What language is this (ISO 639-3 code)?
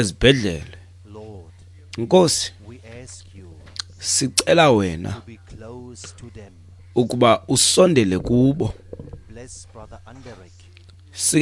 xho